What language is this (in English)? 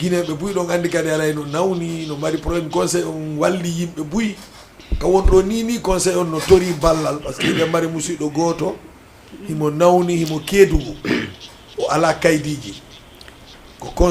Fula